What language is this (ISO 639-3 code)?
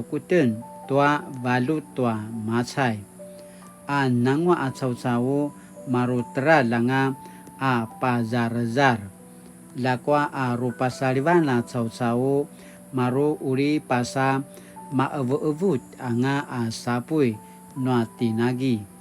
pwn